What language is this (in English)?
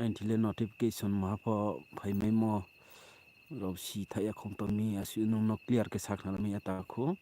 Riang (India)